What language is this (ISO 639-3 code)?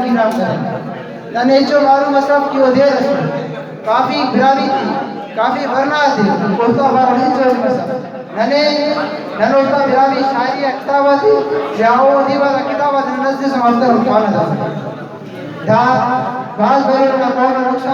brh